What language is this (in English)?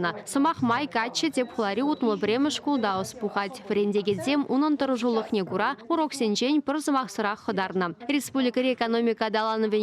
Chuvash